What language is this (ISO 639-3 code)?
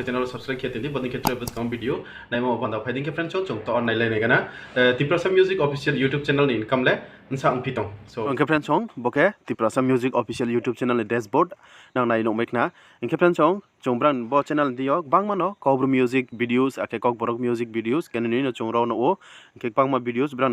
ria